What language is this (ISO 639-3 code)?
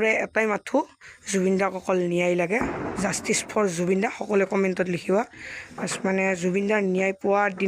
asm